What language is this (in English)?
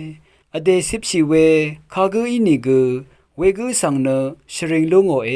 Rawang